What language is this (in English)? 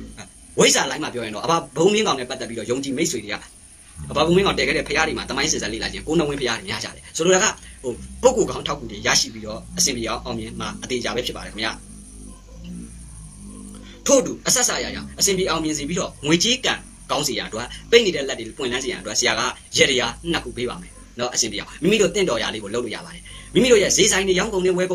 Burmese